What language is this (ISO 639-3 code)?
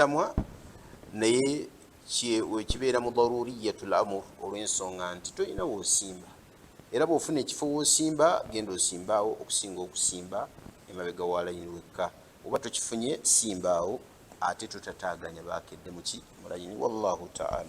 lug